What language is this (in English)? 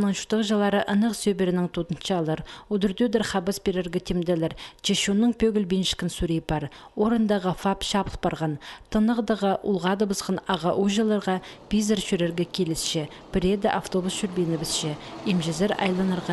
Khakas